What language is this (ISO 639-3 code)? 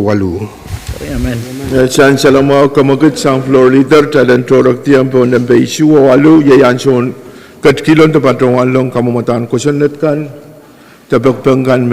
pon